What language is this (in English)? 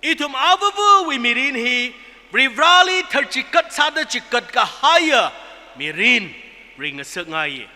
Tangkhul Naga (India)